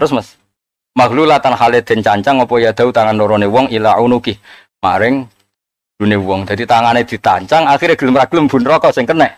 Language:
Javanese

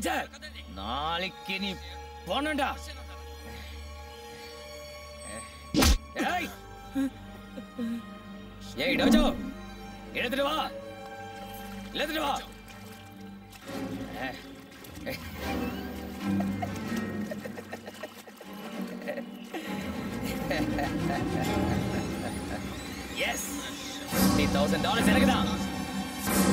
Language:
Tamil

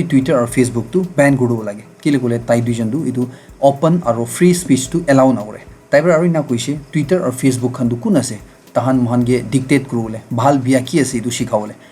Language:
Naga Pidgin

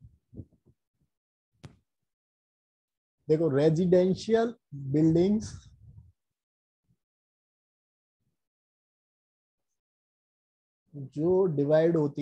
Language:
Hindi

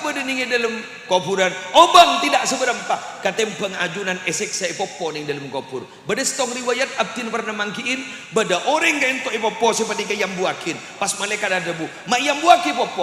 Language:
Madurese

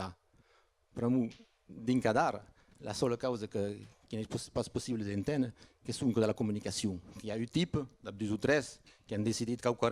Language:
Occitan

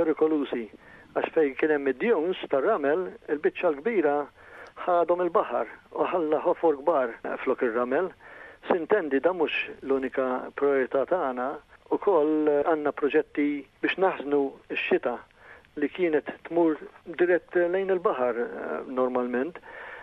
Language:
Maltese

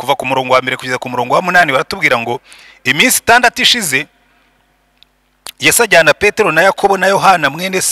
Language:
Kinyarwanda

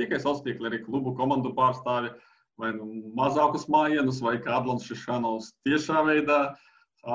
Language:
Latvian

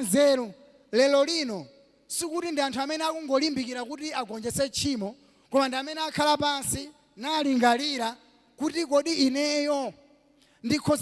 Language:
Nyanja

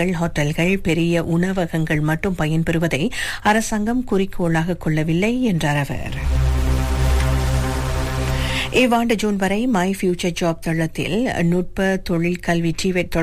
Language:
Tamil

